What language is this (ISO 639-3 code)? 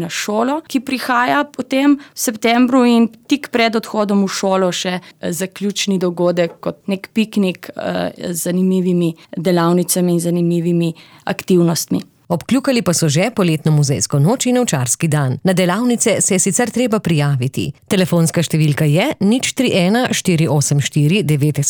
slv